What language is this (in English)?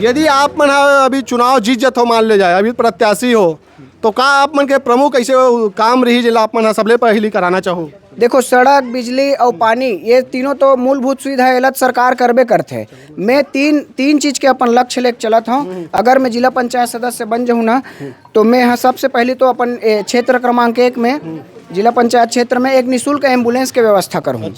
Chhattisgarhi